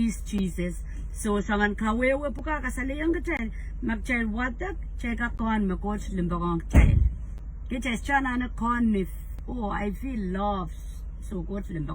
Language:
Pohnpeian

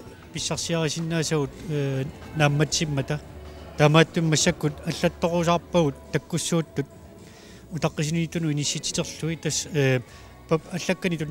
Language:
Kalaallisut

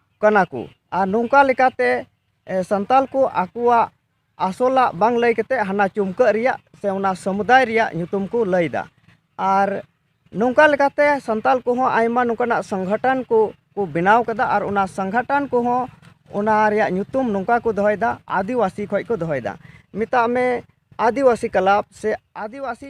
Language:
Santali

